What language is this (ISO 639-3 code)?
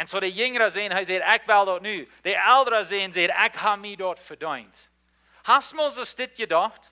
pdt